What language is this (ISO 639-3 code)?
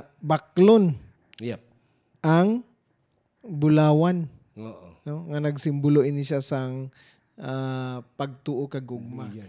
hil